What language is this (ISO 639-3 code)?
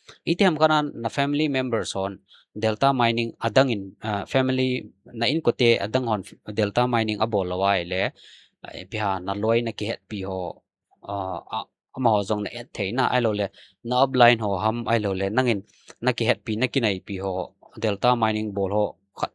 tcz